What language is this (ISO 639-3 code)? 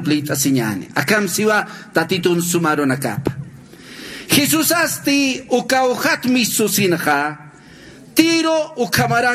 aym